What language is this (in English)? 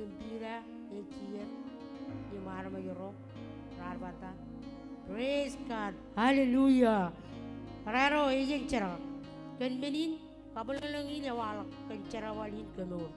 Marshallese